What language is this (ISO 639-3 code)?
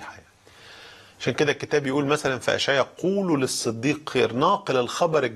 arz